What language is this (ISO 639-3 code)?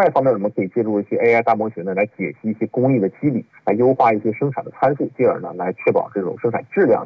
zho